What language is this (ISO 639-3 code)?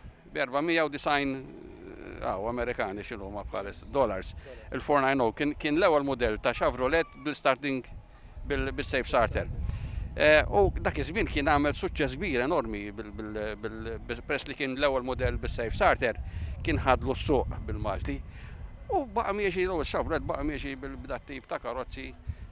mlt